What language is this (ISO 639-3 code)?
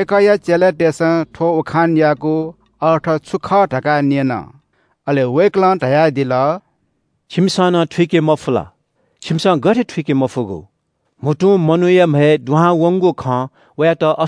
new